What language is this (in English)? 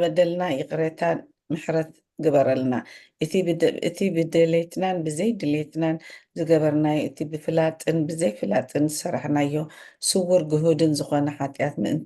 Tigrinya